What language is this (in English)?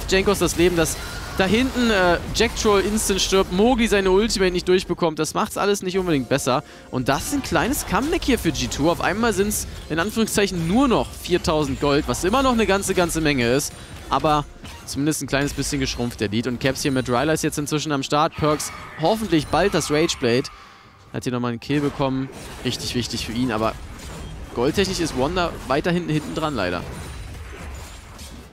German